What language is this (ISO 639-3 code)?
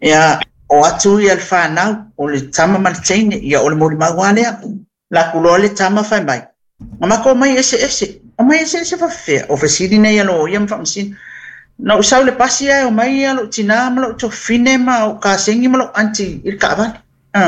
smo